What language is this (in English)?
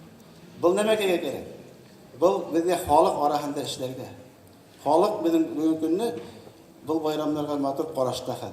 Bashkir